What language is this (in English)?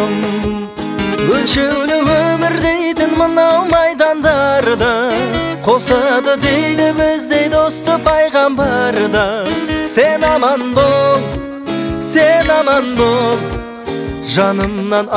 Kazakh